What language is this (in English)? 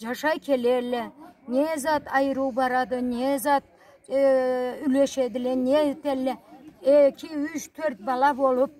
Karachay-Balkar